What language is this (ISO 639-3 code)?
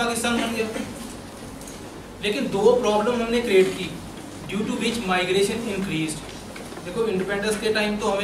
hin